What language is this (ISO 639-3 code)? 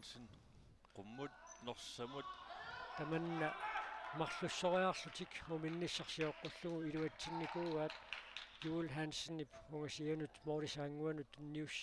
kal